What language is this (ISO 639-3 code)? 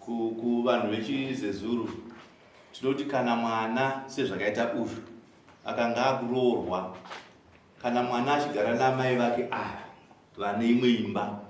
sna